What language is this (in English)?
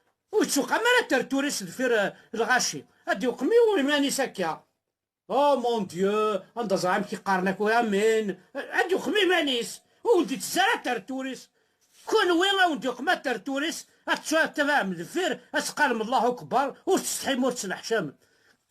Kabyle